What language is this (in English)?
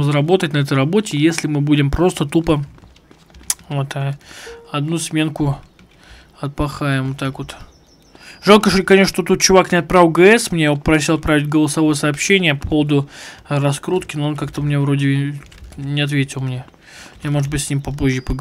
Russian